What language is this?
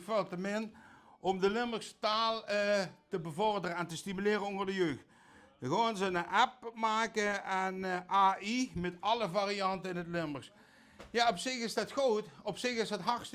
Limburgish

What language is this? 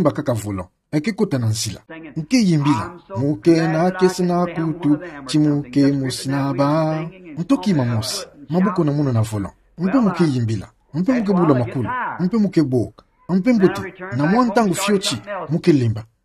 Kituba (Democratic Republic of Congo)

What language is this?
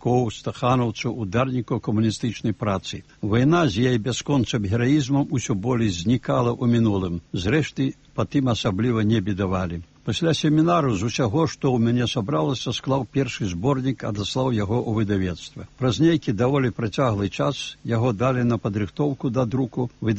Belarusian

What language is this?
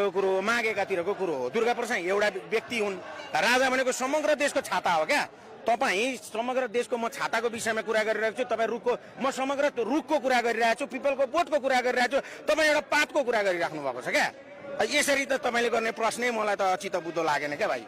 Nepali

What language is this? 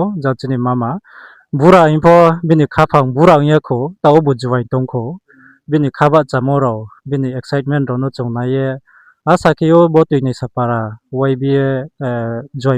Riang (India)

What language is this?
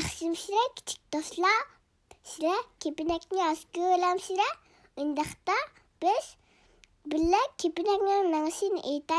Uyghur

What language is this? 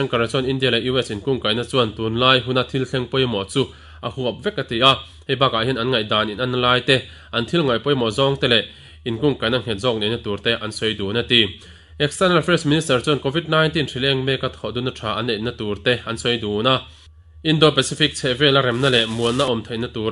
Mizo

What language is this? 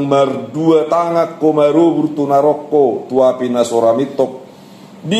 Batak Toba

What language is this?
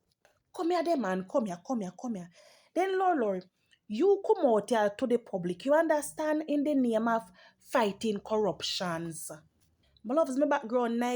Jamaican Creole English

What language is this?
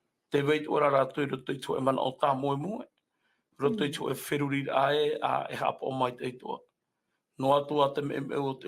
Tahitian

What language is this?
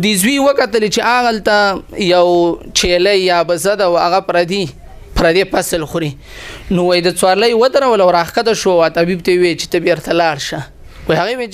Pashto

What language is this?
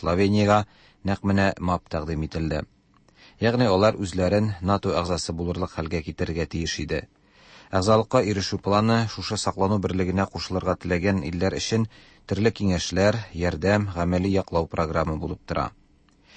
Tatar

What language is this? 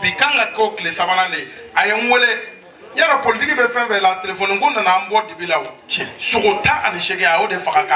Bambara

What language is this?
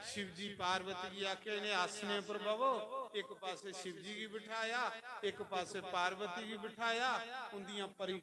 Dogri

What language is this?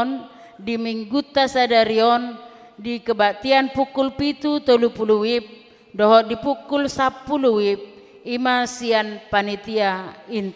Batak Toba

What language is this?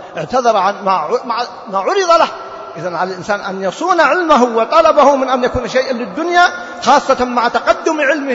Arabic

